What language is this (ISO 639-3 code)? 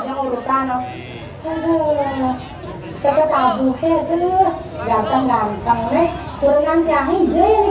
ban